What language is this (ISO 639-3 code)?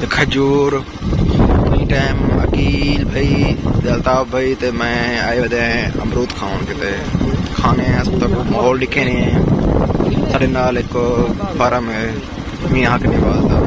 skr